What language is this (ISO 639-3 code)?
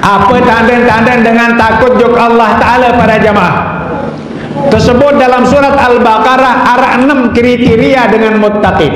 sas